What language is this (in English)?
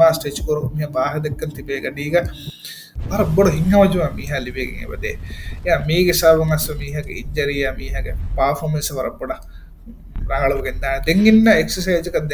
Divehi